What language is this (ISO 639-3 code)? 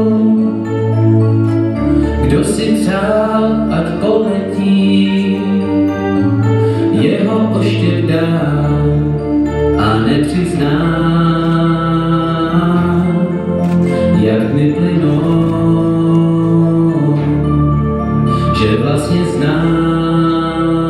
ces